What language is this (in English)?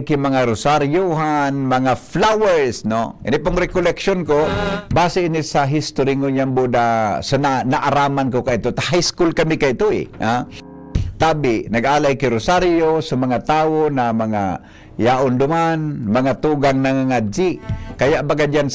Bikol